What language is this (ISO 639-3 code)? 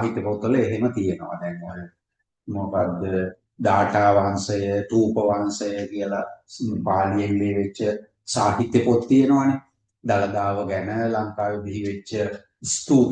sin